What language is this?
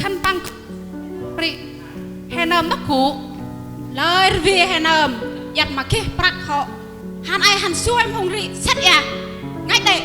Central Mnong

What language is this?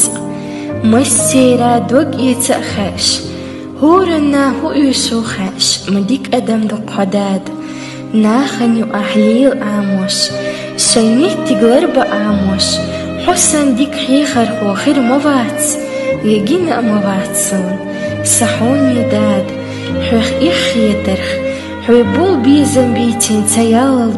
Chechen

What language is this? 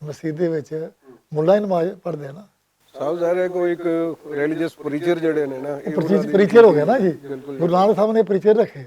Western Panjabi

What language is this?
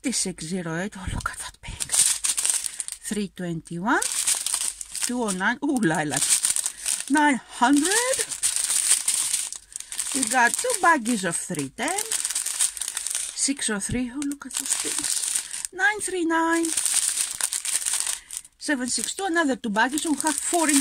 English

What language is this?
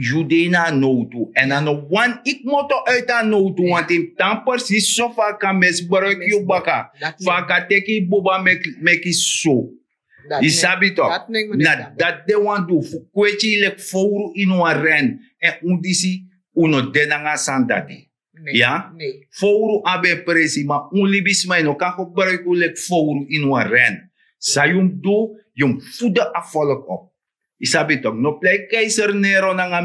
Sranan Tongo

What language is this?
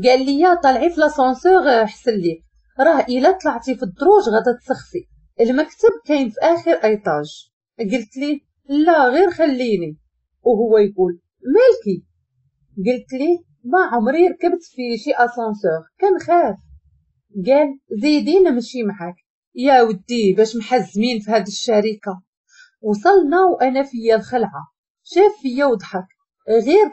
Moroccan Arabic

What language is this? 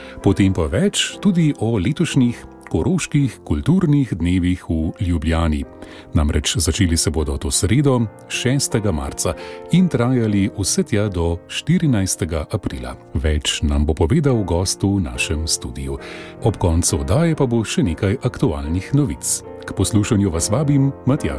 Slovenian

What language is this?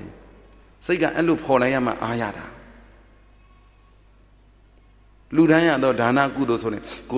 Burmese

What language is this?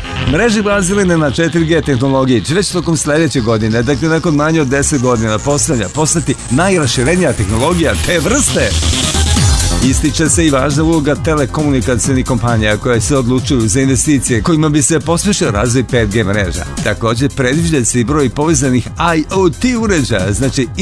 Serbian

